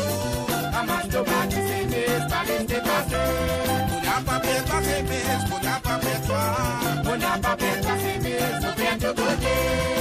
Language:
Morisyen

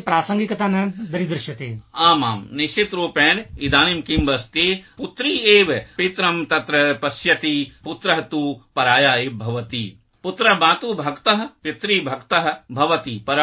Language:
Sanskrit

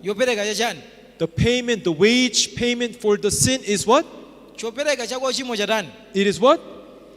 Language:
Nyanja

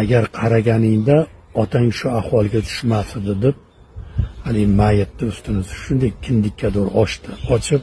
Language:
Uzbek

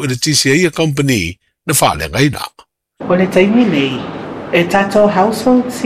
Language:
Samoan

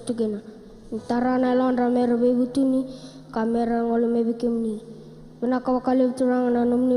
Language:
Fijian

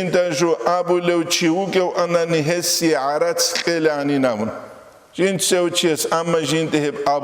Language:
Avaric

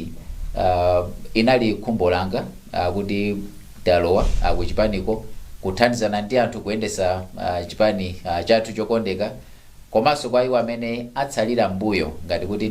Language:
Nyanja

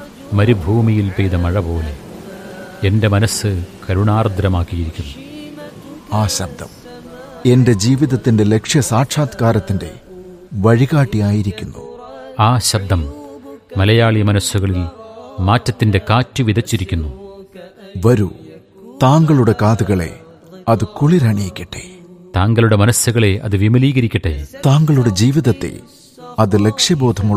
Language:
Malayalam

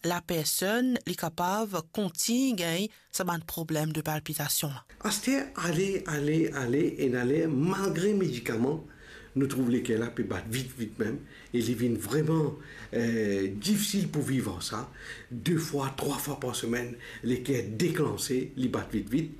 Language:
Morisyen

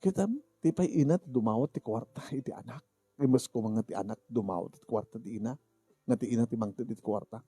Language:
Iloko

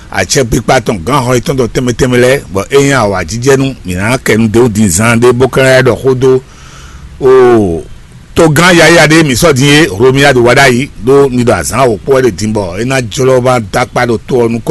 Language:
Fon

